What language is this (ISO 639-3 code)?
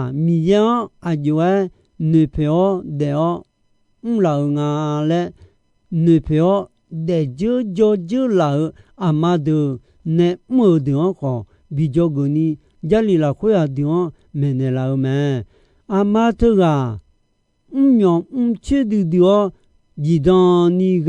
ahk